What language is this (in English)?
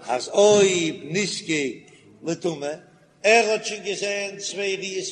Yiddish